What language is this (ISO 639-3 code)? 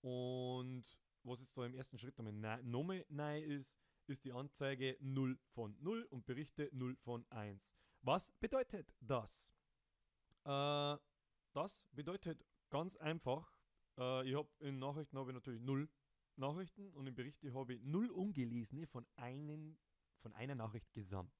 bar